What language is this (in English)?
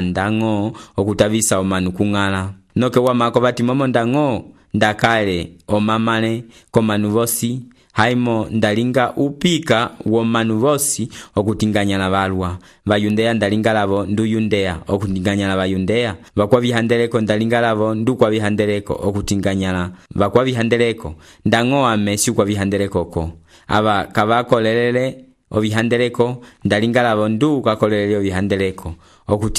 Umbundu